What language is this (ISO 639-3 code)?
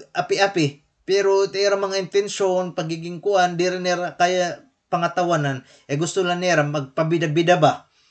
war